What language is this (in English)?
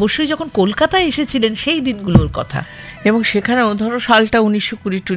Bangla